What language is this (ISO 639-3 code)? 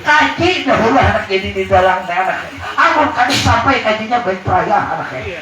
bjn